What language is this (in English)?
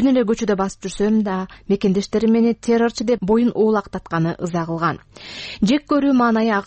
Kyrgyz